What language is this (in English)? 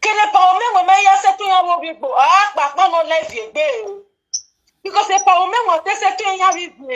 Nigerian Pidgin